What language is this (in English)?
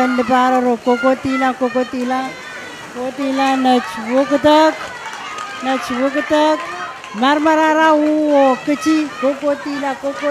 Pohnpeian